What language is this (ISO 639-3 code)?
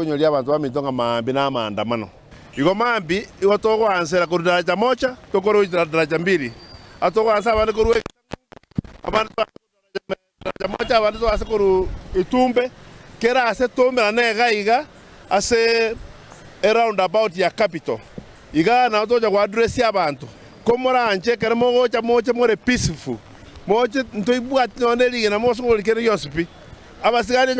guz